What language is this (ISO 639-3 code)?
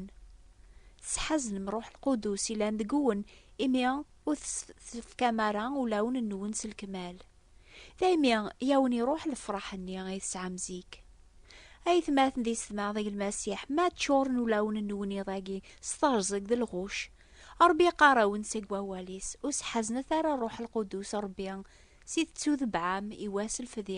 kab